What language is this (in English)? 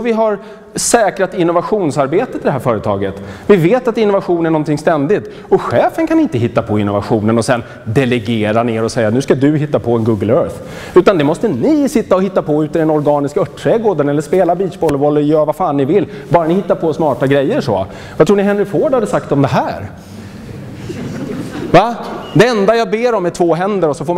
Swedish